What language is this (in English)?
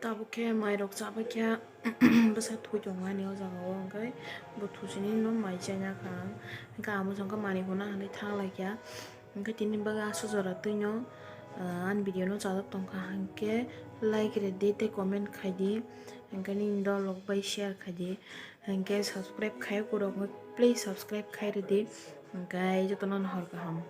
Kok Borok